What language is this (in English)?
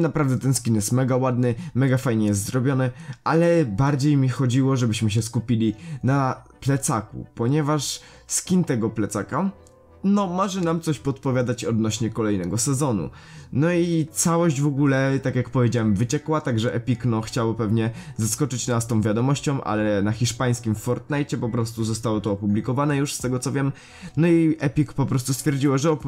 Polish